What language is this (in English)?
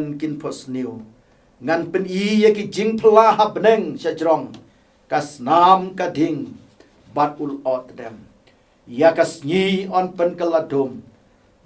Khasi